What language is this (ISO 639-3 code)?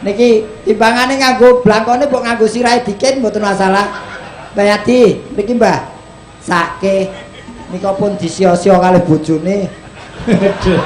jav